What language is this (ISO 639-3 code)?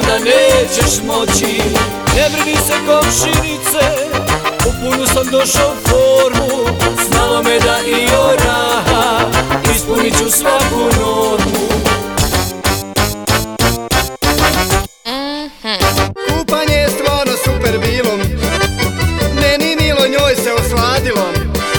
bos